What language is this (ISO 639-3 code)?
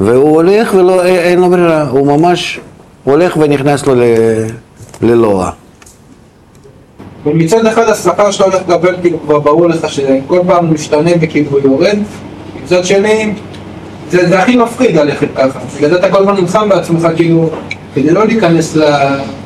heb